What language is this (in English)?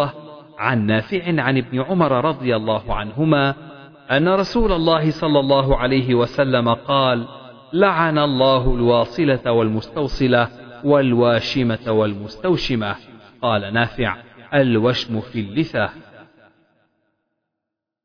Arabic